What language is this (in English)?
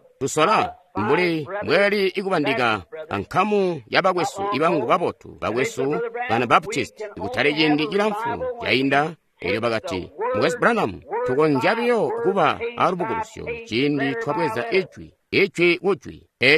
Tonga (Zambia)